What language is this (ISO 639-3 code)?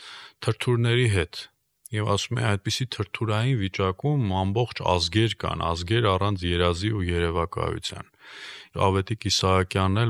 hye